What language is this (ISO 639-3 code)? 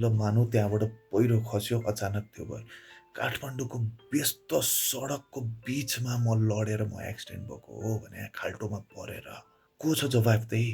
nep